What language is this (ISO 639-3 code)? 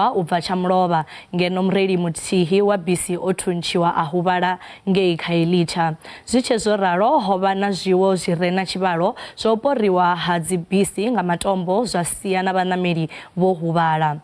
ven